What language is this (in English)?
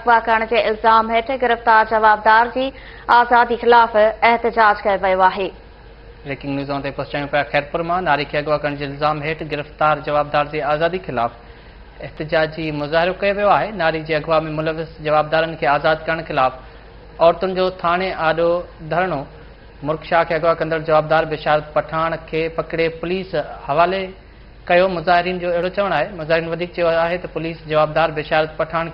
Sindhi